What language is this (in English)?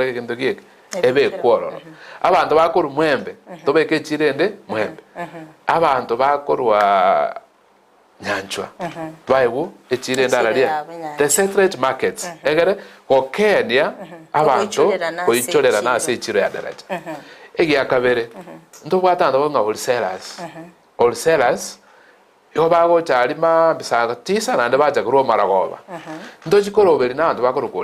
Gusii